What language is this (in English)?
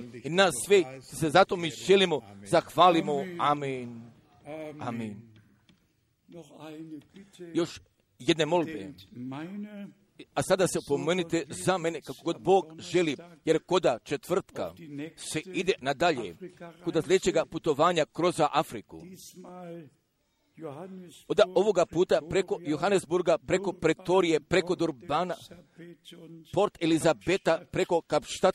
Croatian